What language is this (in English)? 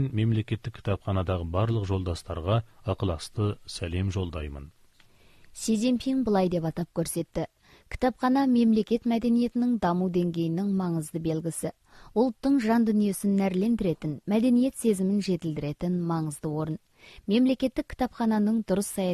Kazakh